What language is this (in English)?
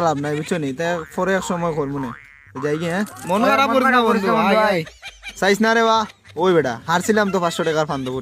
Sylheti